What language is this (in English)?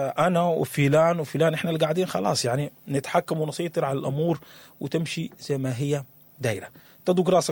Sudanese Arabic